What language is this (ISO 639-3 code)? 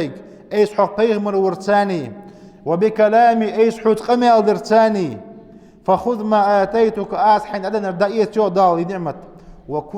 inh